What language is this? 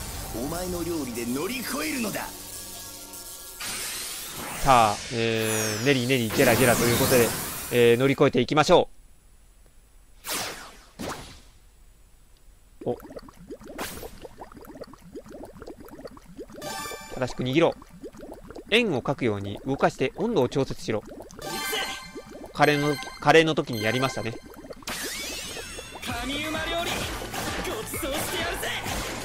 Japanese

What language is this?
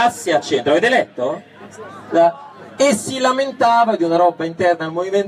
Italian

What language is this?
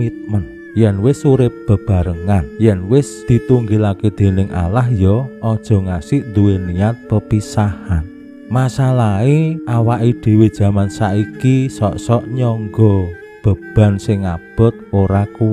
Javanese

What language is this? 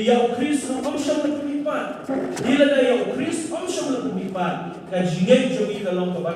Khasi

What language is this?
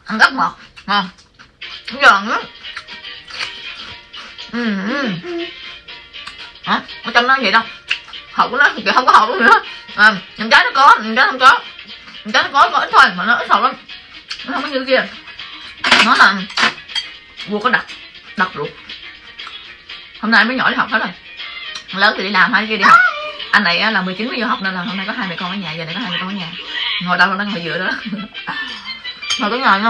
Vietnamese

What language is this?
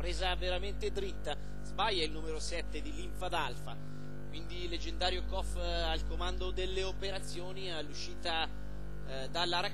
Italian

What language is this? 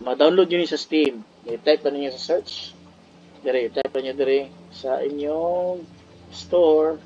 Cebuano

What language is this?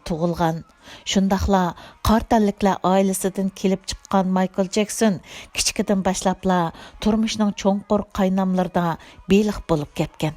Uyghur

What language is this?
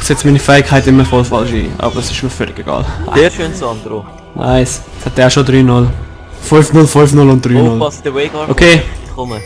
Swiss German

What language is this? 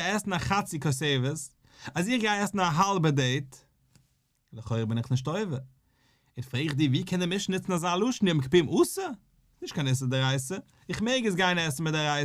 Yiddish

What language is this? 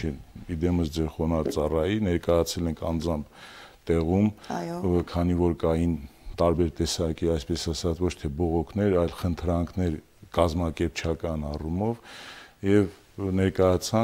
Armenian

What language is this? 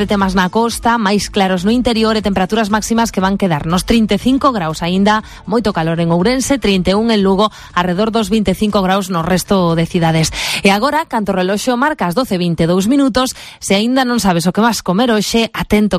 Galician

